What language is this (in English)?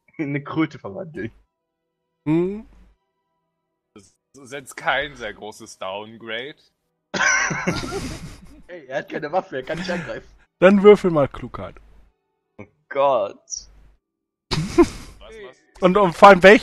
German